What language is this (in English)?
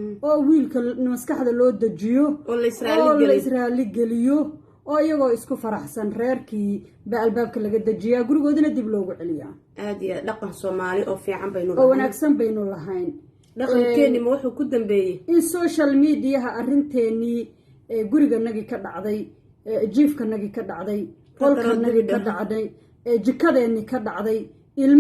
Somali